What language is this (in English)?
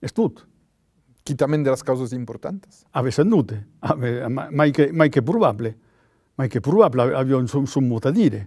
Occitan